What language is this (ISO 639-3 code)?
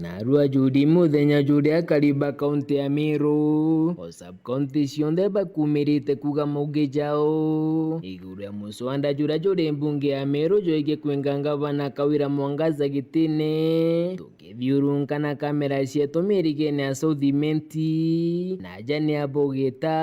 mer